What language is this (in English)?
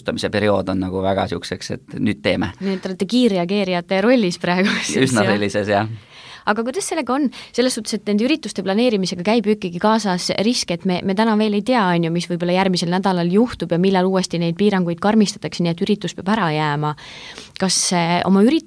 Estonian